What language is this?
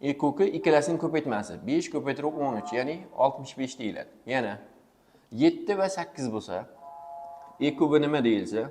Uzbek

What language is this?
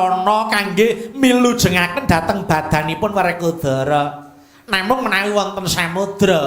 Javanese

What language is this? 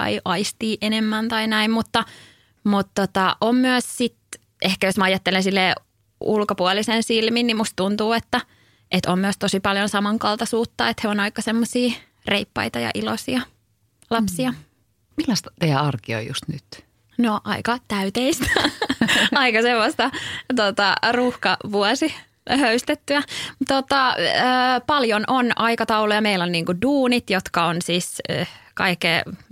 Finnish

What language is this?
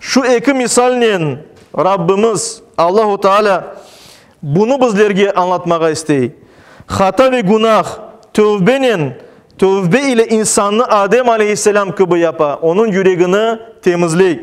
Crimean Tatar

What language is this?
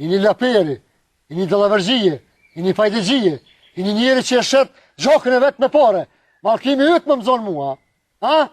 Albanian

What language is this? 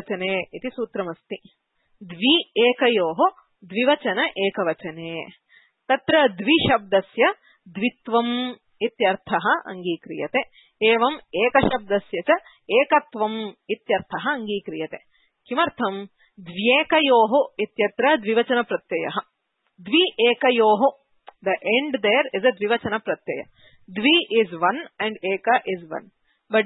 Sanskrit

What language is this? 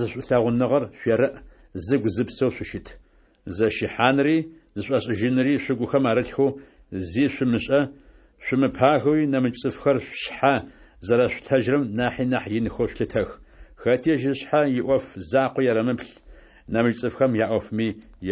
Adyghe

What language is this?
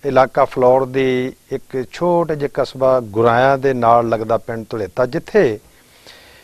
Punjabi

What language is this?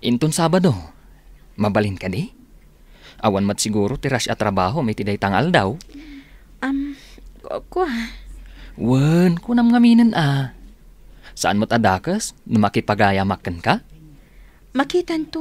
Iloko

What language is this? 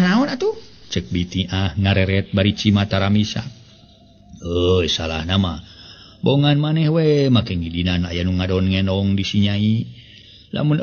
Sundanese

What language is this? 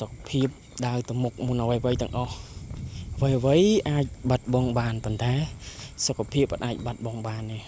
Khmer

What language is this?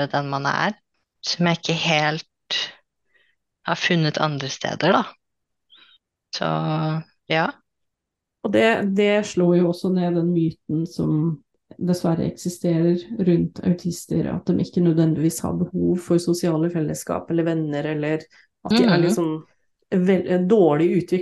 Norwegian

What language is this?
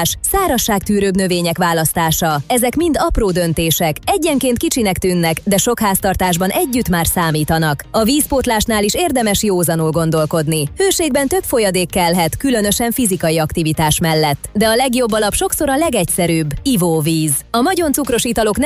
Hungarian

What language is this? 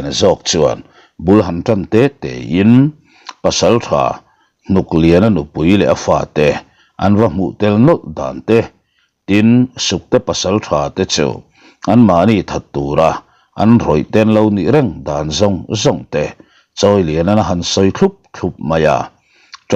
Mizo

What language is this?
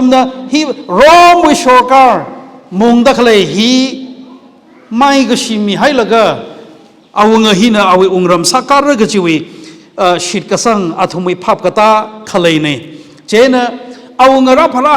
Tangkhul Naga (India)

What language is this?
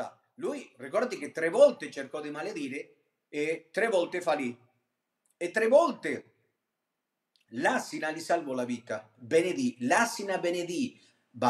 Italian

